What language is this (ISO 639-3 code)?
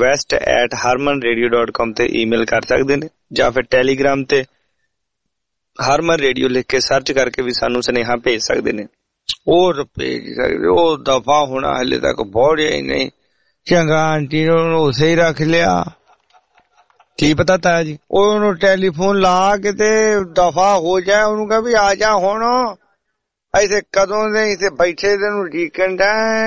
pan